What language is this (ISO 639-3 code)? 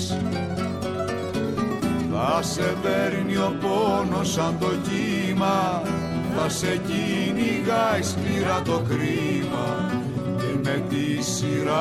ell